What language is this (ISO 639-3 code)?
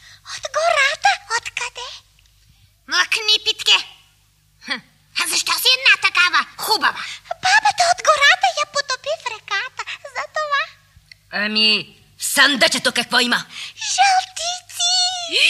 bul